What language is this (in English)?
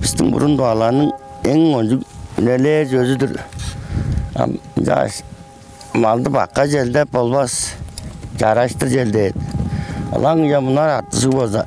Tuvinian